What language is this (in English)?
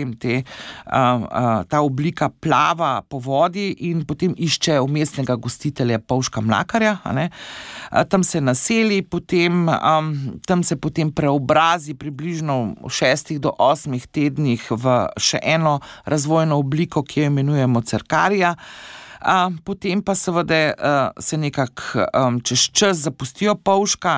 Slovenian